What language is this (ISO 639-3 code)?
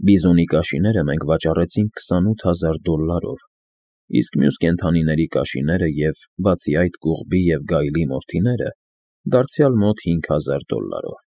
hye